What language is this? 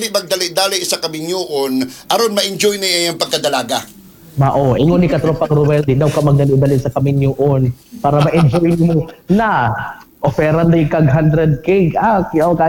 Cebuano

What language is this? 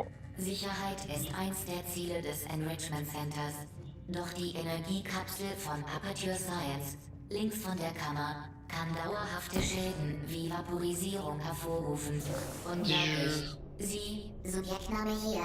Swiss German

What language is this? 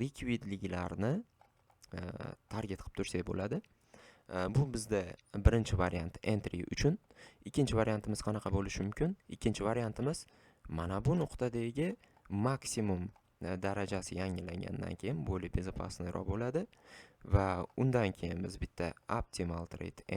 Uzbek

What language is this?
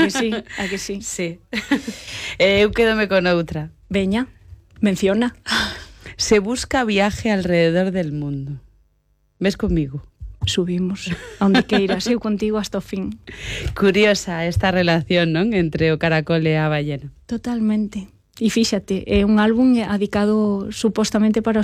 Galician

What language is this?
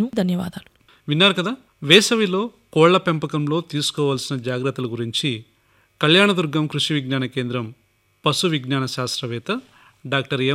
Telugu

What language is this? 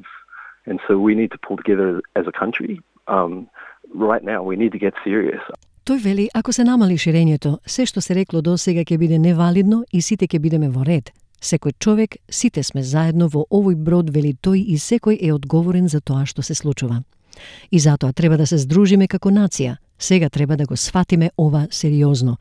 Macedonian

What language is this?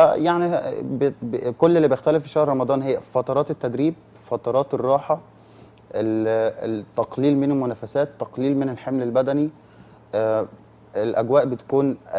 Egyptian Arabic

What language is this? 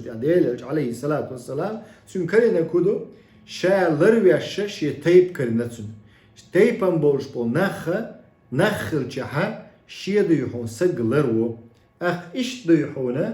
Chechen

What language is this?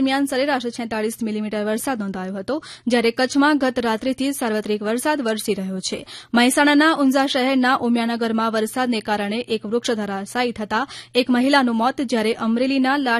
Gujarati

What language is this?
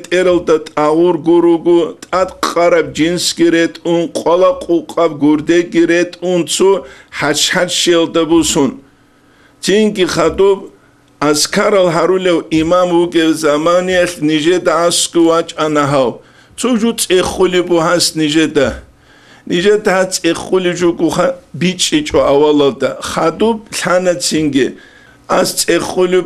Avaric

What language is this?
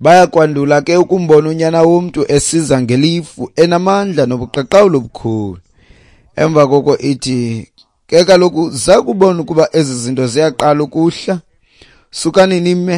Xhosa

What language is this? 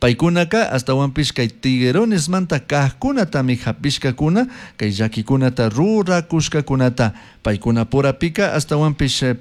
Chimborazo Highland Quichua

